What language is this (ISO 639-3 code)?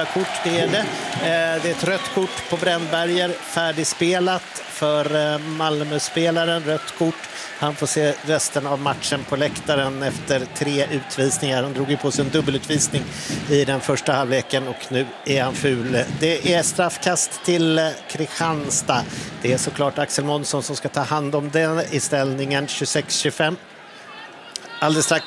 swe